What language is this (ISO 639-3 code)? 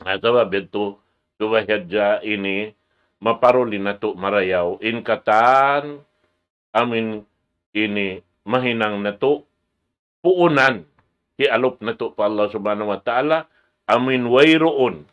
tsg